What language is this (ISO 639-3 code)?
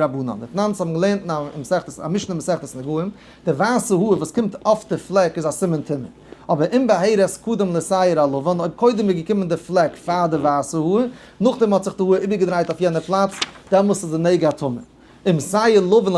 yid